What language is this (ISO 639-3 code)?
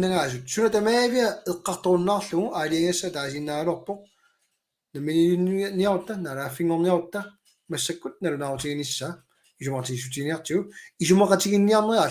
kal